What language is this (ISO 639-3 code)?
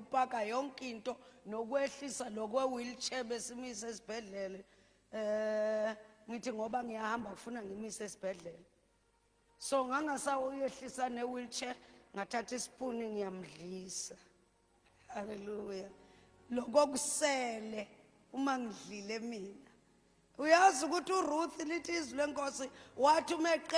zul